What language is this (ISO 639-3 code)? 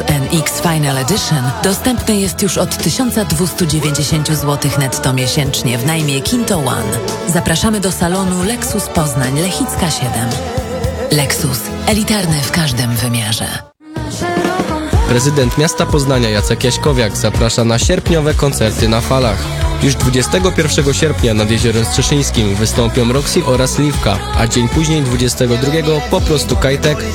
pol